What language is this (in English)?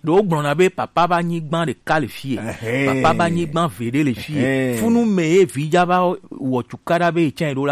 Gen